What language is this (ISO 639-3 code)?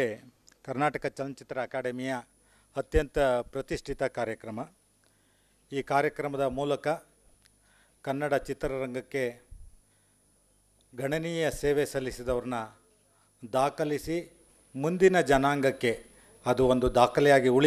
kan